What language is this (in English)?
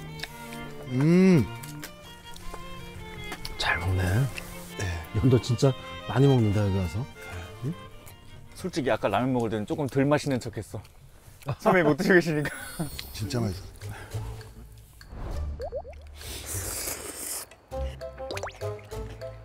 Korean